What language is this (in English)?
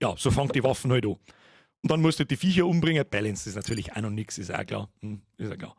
Bavarian